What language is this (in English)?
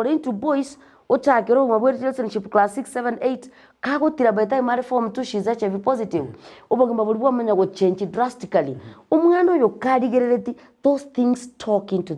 Gusii